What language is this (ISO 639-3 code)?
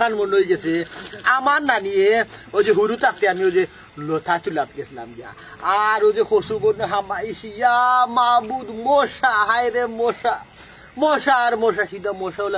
syl